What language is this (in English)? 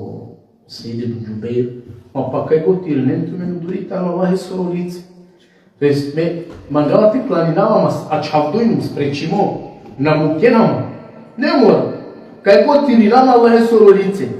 Balkan Romani